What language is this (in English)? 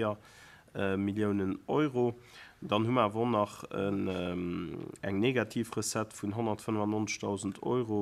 Luxembourgish